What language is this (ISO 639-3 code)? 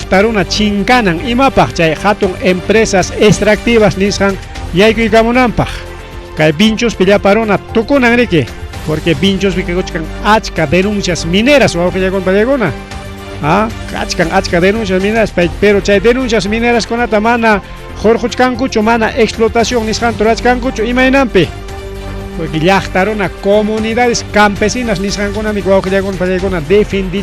quy